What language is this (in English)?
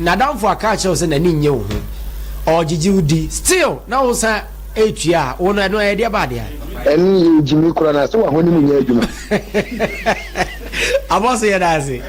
Akan